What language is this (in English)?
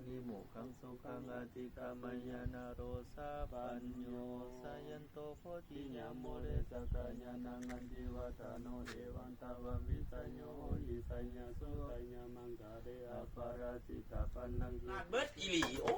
Pali